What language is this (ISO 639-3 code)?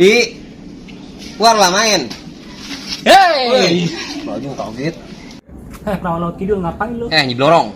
bew